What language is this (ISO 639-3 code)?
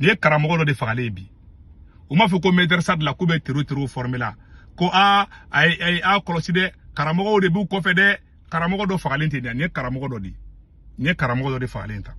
bam